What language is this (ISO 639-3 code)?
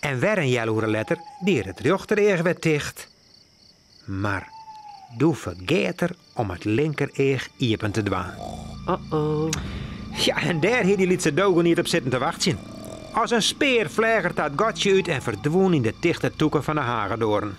fry